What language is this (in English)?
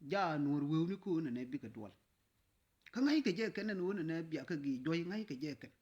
Nuer